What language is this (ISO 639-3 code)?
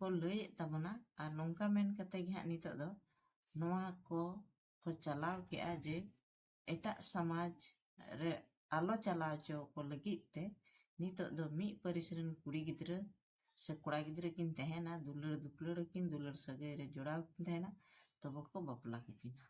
sat